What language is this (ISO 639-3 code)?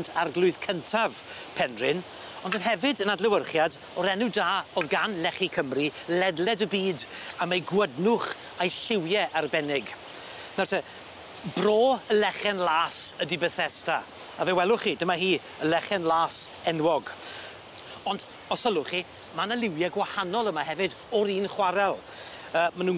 cym